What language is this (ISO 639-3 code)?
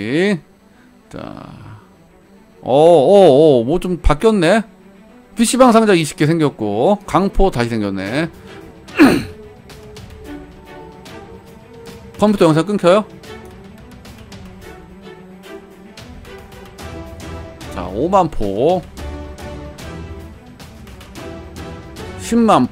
kor